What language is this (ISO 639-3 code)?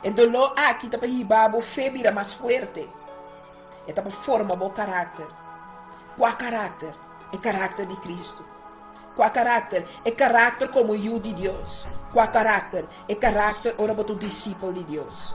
pap